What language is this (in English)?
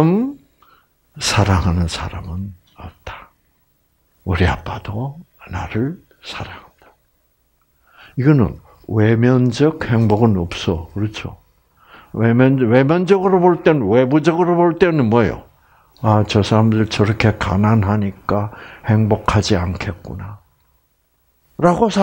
Korean